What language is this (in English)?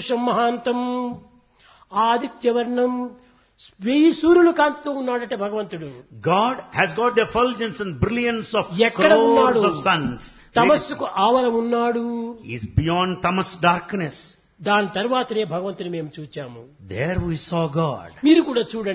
Telugu